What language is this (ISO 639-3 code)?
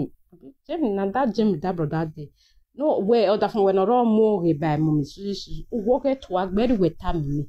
pcm